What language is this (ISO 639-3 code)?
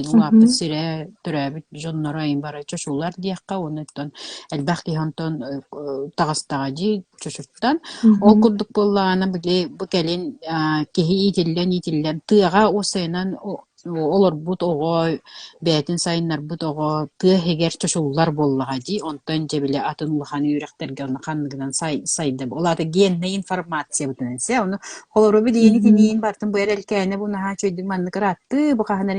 sah